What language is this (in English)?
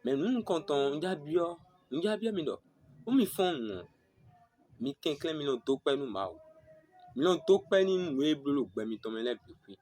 Fon